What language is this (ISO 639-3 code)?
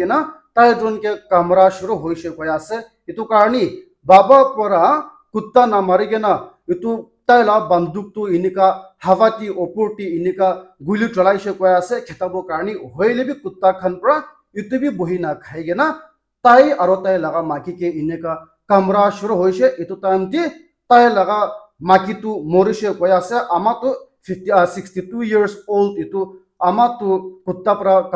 nag